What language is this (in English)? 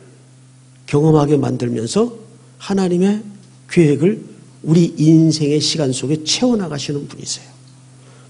Korean